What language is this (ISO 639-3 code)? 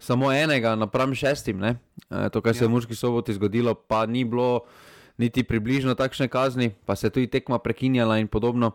slv